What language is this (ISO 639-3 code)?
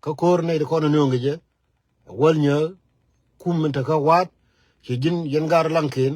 nus